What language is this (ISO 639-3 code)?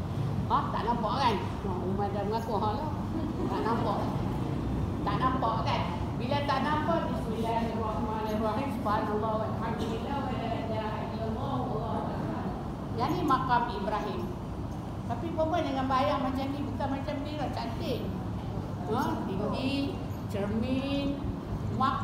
msa